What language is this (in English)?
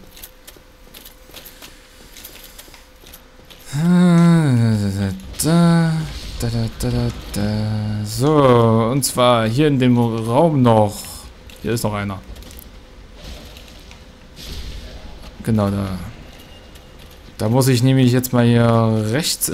German